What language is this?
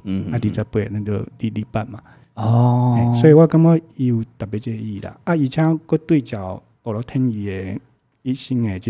Min Nan Chinese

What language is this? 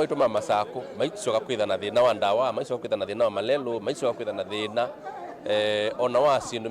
Kamba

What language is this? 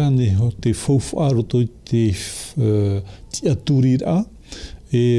Tahitian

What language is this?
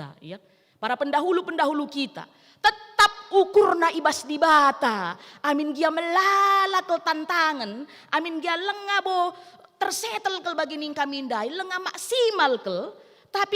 Batak Karo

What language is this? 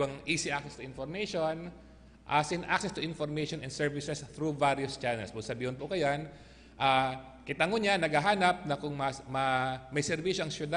Bikol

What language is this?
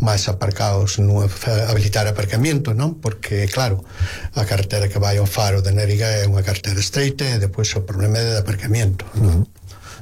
Galician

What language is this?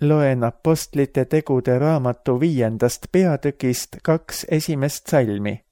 Estonian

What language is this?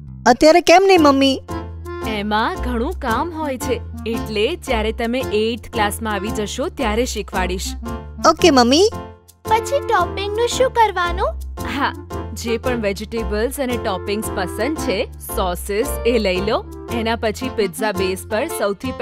Gujarati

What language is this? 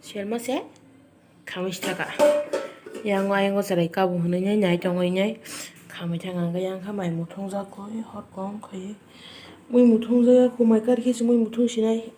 Kok Borok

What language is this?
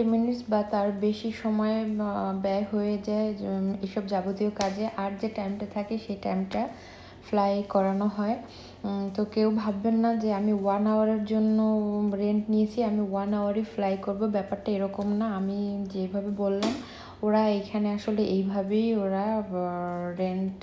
Bangla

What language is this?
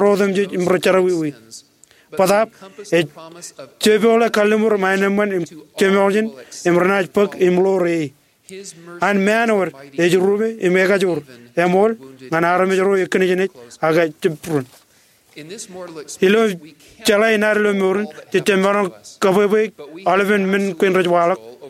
Marshallese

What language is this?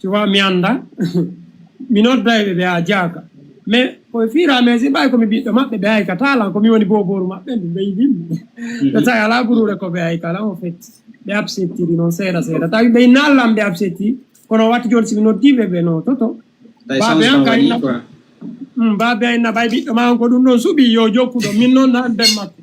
Fula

